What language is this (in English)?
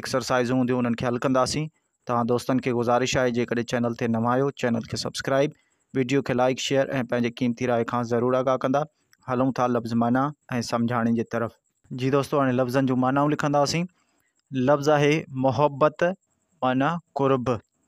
Sindhi